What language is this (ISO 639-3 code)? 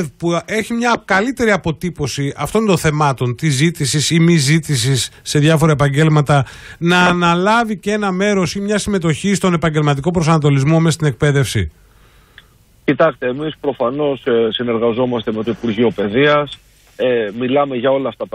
ell